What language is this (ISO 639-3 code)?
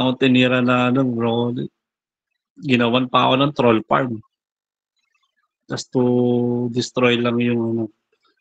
fil